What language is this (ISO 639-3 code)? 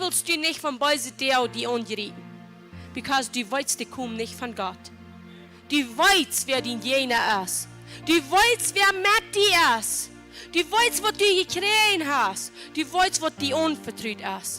pdt